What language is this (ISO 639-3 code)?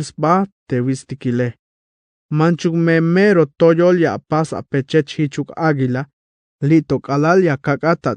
tzh